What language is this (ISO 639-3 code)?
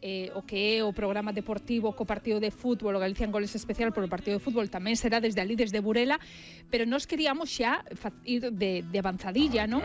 glg